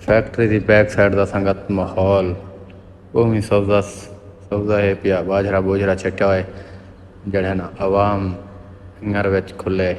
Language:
Saraiki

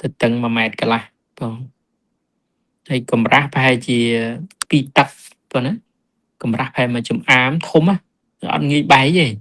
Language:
Khmer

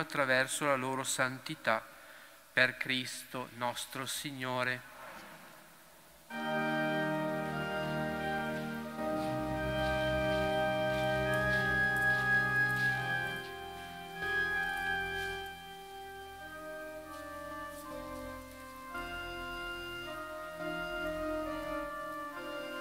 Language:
Italian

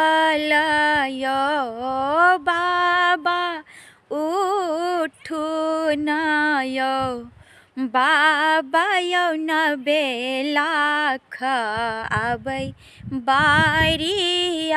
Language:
Maithili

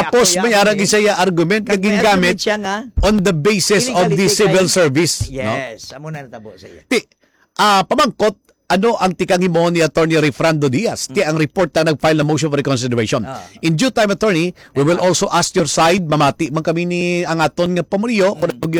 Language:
Hiligaynon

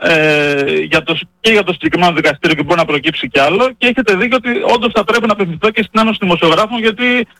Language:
Greek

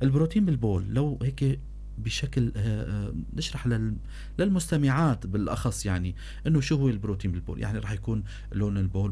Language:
North Levantine Arabic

